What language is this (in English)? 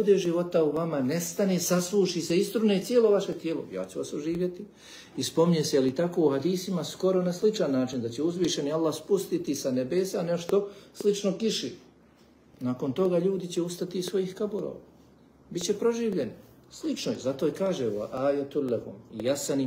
Bosnian